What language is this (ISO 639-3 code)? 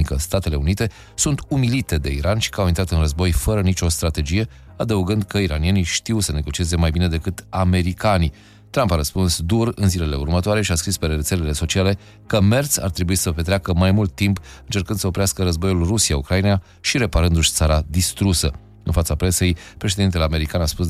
ron